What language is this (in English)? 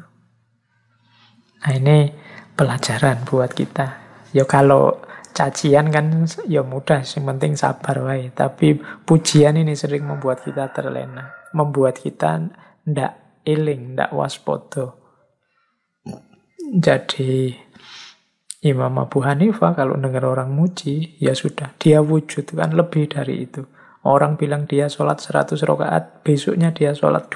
Indonesian